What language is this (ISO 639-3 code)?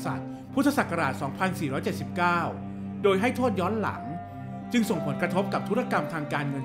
tha